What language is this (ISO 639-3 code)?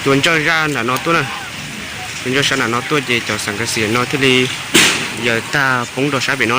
hmn